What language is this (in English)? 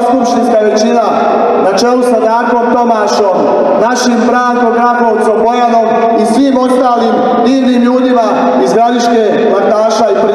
Serbian